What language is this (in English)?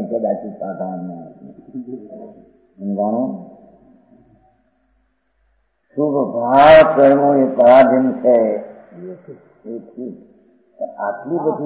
Gujarati